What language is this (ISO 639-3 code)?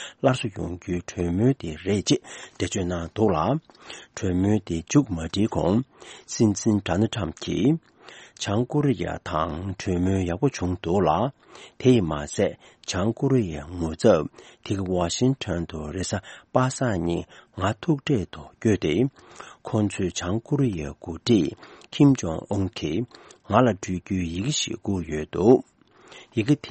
bod